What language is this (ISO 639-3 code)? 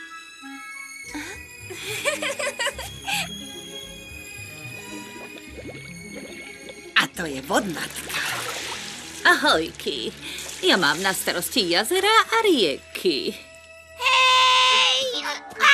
slk